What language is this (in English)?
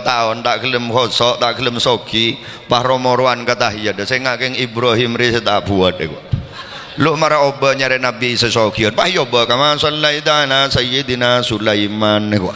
Madurese